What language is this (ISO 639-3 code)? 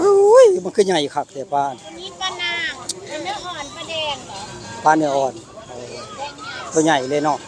tts